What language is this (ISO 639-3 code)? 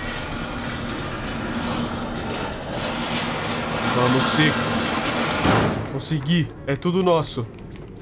por